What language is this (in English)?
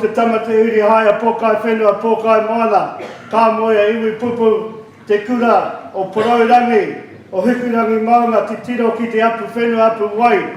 Māori